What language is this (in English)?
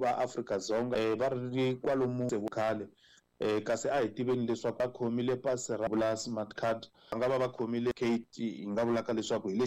Tsonga